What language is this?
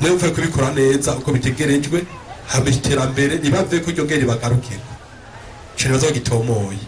Rundi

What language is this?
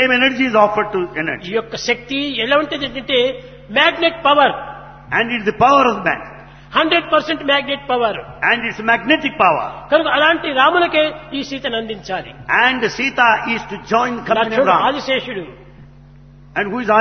Telugu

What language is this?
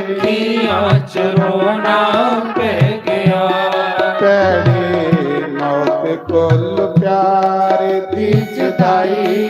Dogri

